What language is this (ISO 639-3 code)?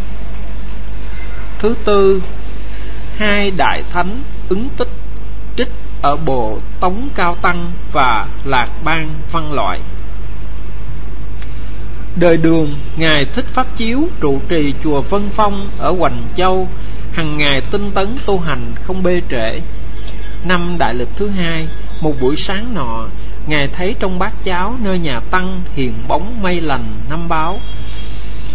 vie